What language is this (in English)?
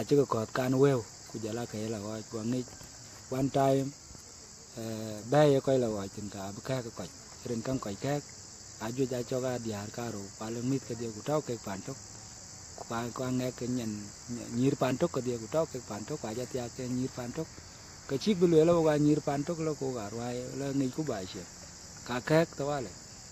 Dinka